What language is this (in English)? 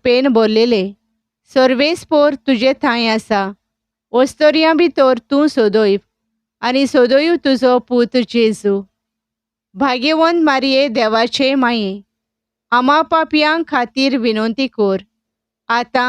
Konkani